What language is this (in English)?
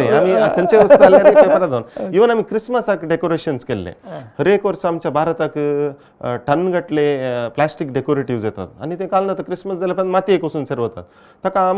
Konkani